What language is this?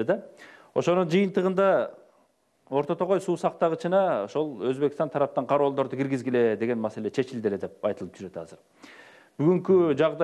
Kyrgyz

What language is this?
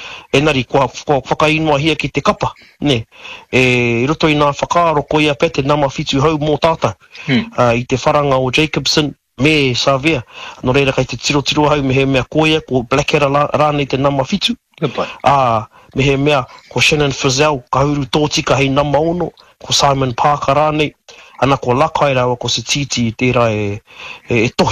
Māori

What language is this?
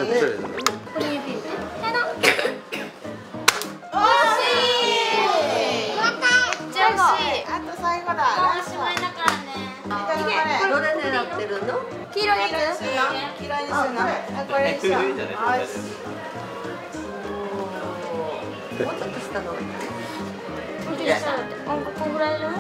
Japanese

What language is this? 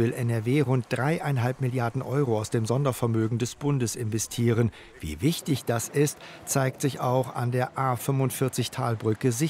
German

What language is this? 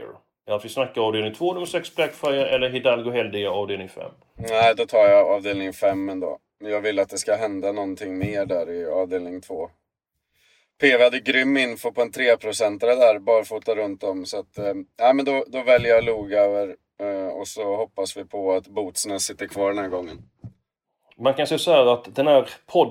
Swedish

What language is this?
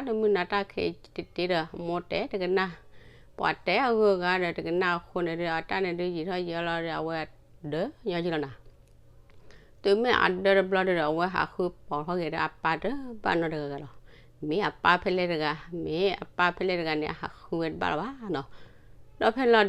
S'gaw Karen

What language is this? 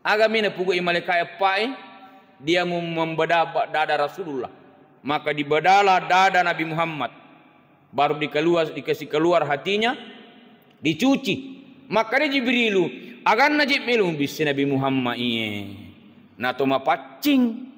Buginese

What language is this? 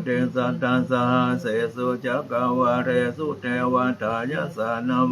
Pali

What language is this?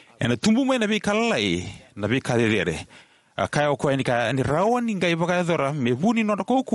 Fijian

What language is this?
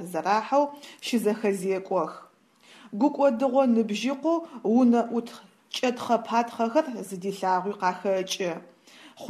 Adyghe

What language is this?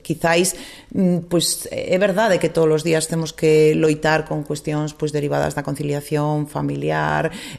Galician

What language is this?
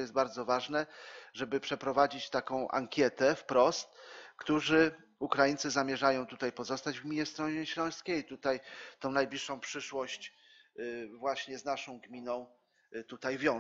Polish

